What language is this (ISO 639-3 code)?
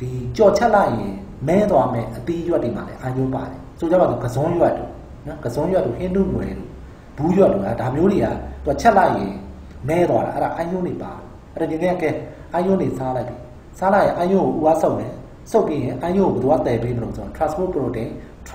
mya